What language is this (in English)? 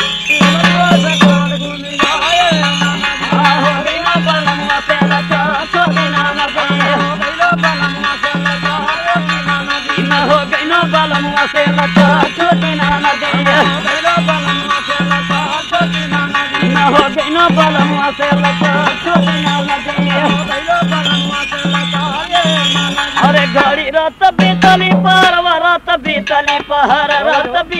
Bhojpuri